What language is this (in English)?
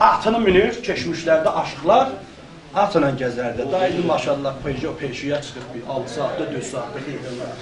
South Azerbaijani